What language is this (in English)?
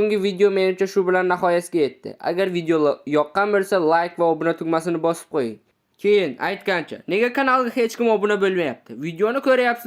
Uzbek